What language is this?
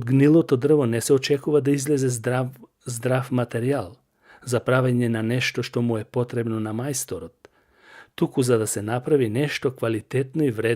Macedonian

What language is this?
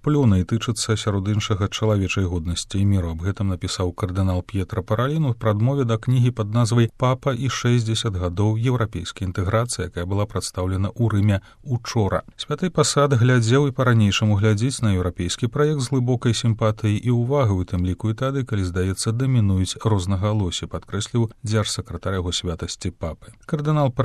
Belarusian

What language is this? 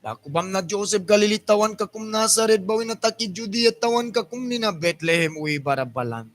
Mískito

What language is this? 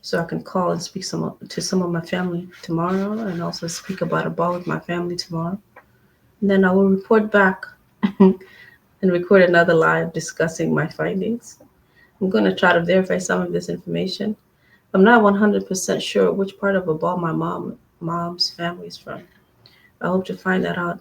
Acoli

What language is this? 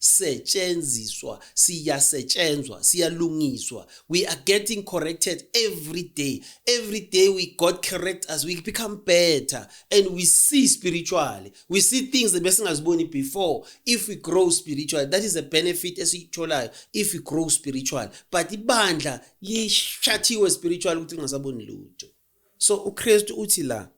Zulu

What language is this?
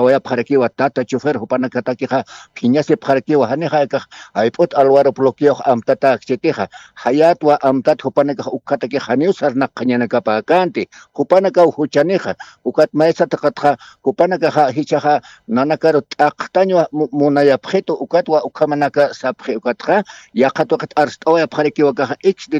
Aymara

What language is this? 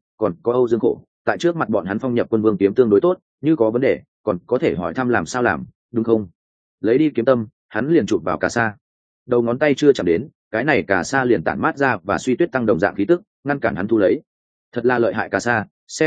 Vietnamese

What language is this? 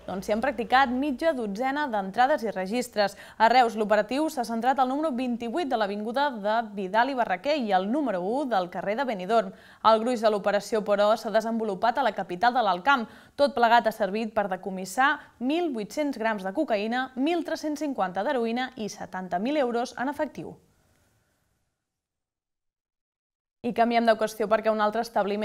Catalan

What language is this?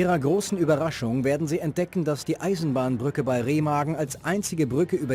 Bavarian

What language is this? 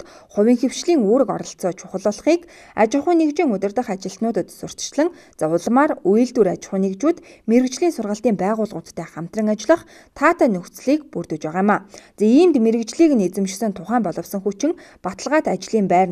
Mongolian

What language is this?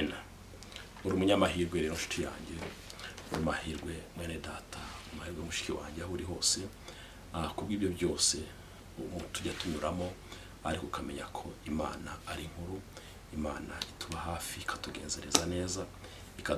Kinyarwanda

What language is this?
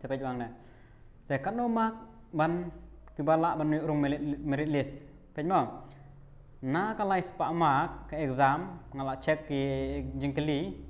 Khasi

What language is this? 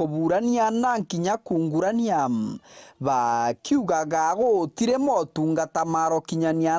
Meru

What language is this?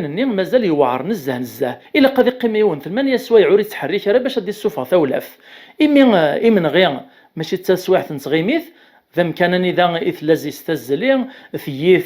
Kabyle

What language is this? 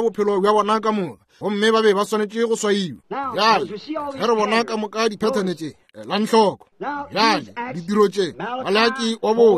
Northern Sotho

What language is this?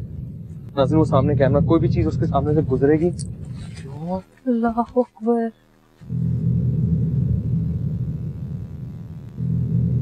Hindi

